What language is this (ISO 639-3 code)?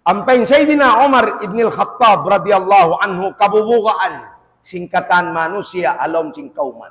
tsg